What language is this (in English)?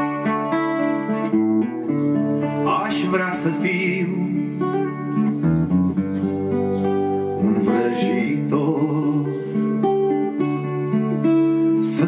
Romanian